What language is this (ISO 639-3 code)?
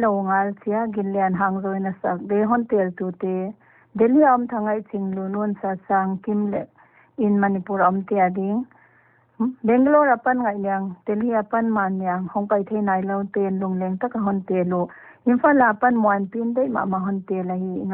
pck